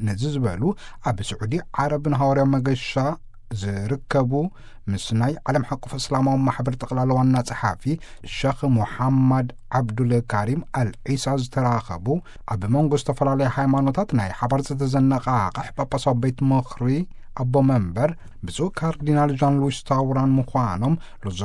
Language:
Tigrinya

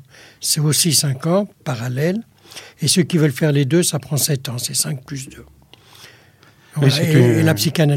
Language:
French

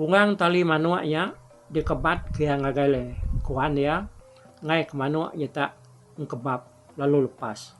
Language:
Iban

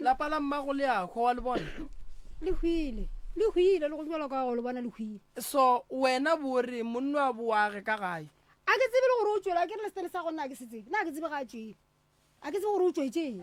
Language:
Northern Sotho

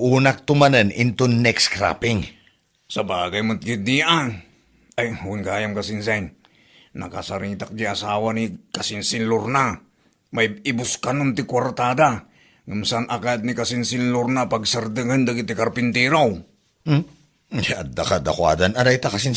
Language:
Iloko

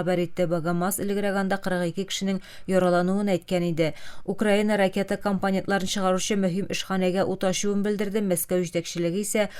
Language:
Tatar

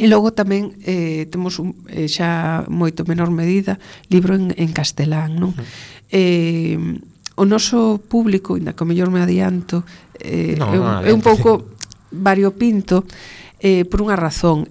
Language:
Galician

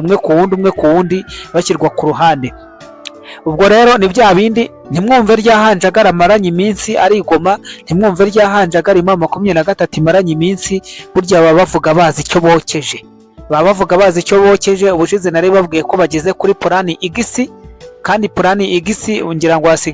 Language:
Kinyarwanda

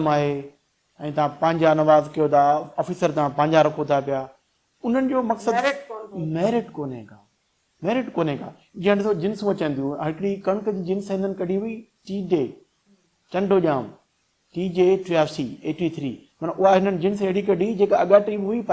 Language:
Sindhi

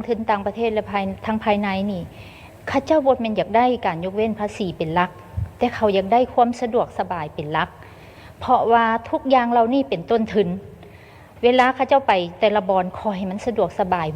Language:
Lao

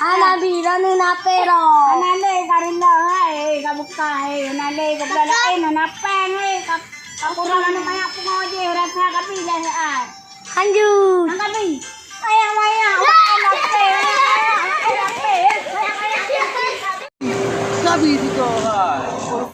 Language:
Achinese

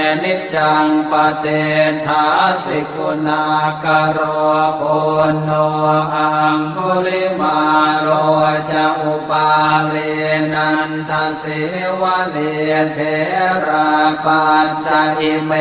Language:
Pali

